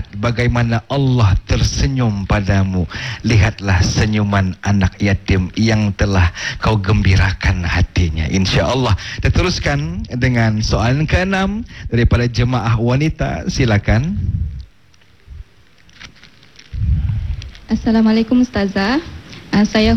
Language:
Malay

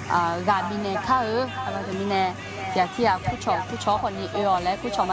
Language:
Akha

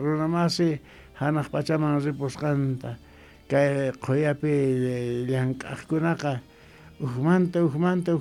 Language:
Quechua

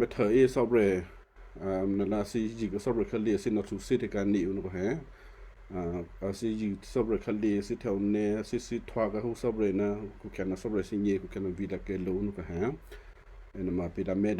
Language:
Western Kayah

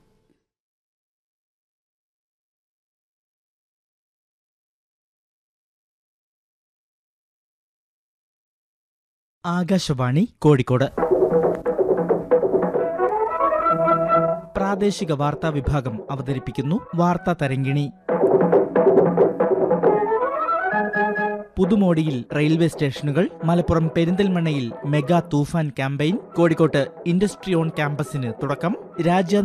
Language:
Malayalam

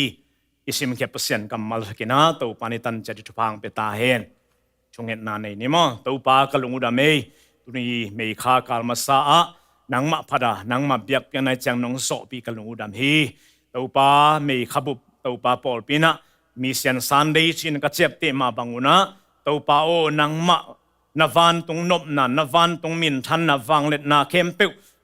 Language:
Tedim Chin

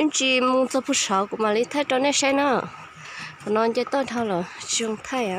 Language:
Hmong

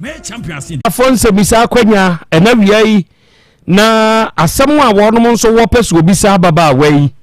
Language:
Akan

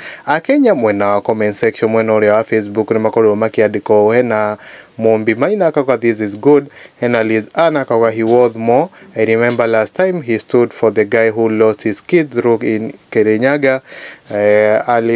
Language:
Kikuyu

